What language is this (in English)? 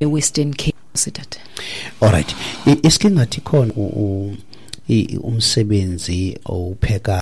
Xhosa